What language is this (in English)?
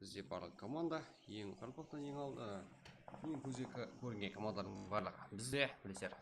Kara-Kalpak